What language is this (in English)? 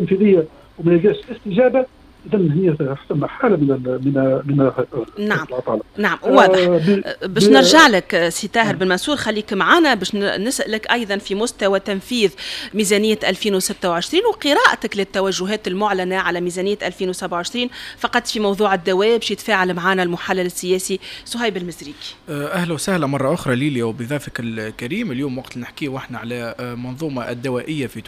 Tunisian Arabic